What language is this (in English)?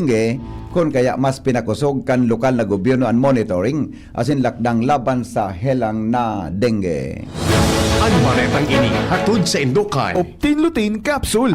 Bikol